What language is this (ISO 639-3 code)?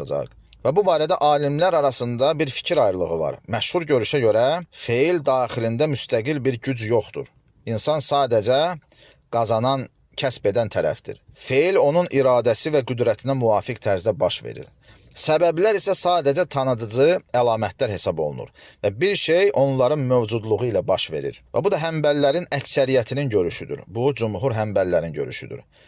aze